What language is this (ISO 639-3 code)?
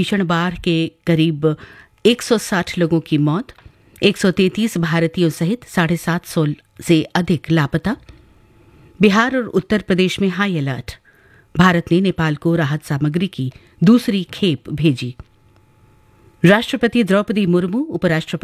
hin